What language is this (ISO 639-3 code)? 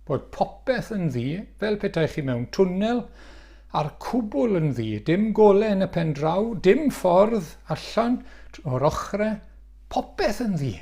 cym